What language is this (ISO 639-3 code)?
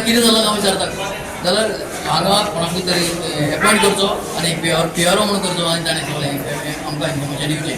kok